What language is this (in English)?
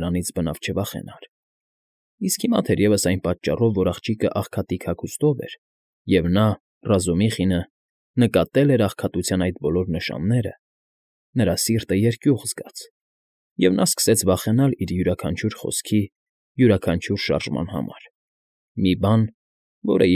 Armenian